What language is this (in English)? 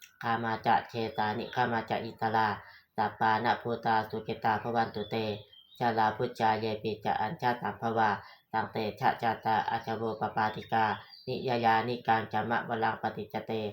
Pali